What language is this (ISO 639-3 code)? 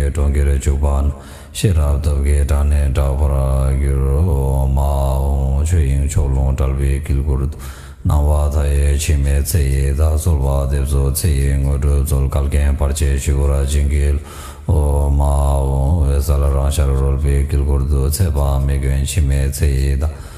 bod